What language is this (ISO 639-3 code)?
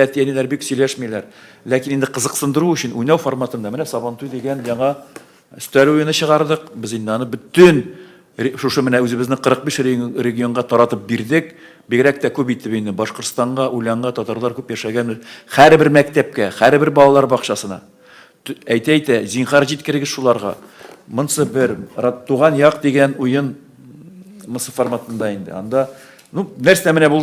tat